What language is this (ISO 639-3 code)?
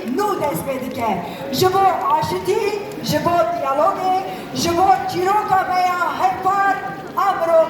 kur